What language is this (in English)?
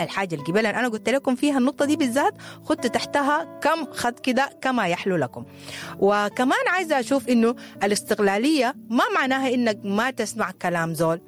Sudanese Arabic